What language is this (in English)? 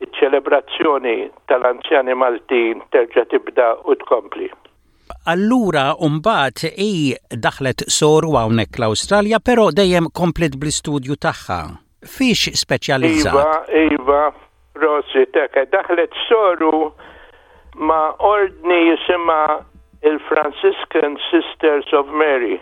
Maltese